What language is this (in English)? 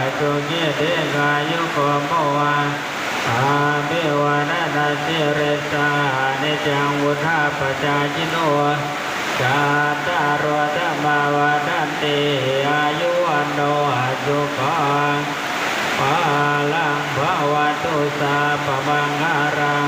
Pali